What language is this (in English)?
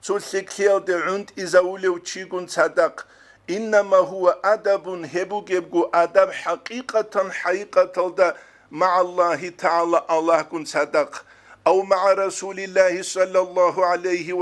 Avaric